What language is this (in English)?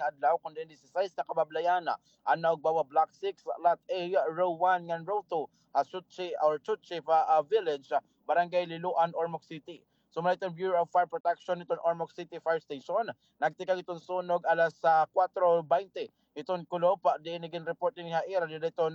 Waray